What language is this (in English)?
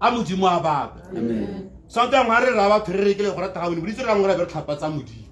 Tswana